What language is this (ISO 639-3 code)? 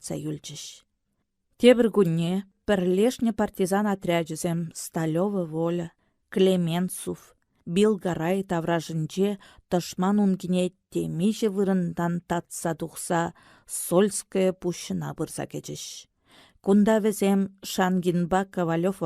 chv